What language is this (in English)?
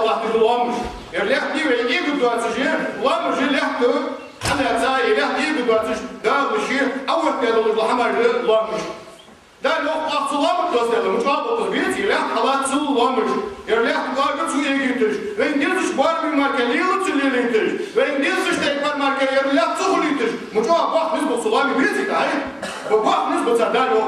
Ingush